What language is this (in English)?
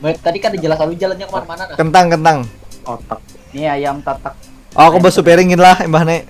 Banjar